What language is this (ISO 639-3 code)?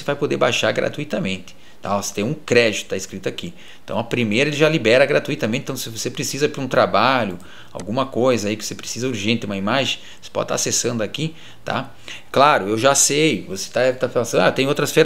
por